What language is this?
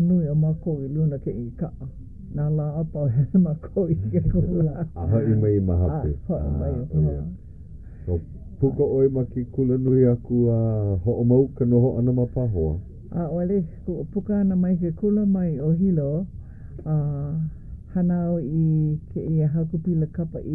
Hawaiian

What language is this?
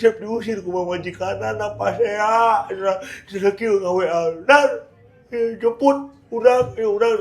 Sundanese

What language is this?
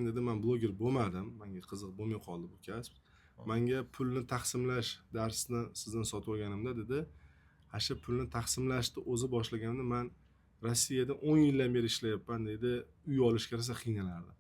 Uzbek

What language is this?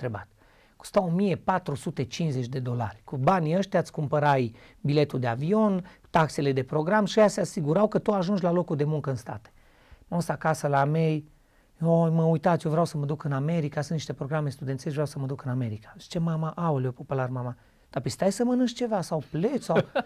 Romanian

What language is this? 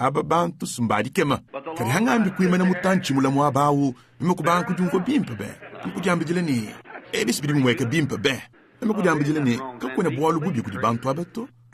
Luba-Lulua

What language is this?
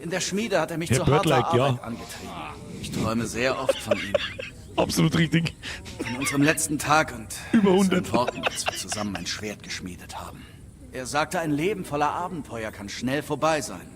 Bavarian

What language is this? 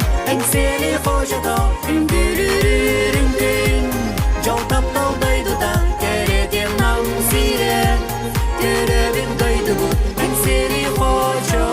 Yakut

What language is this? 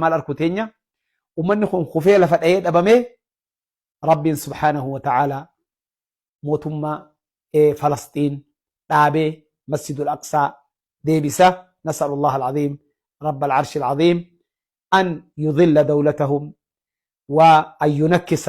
Oromo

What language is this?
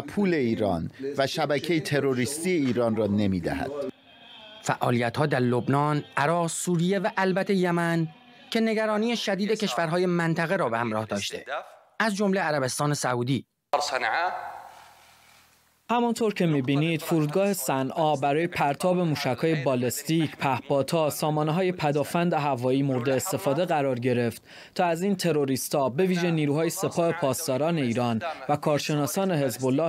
Persian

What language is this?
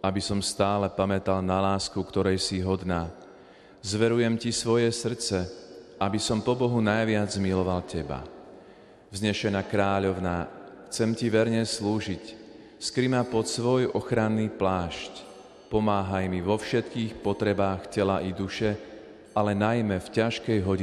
Slovak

